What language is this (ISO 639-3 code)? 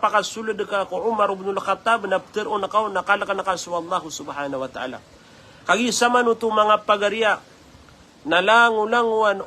mrw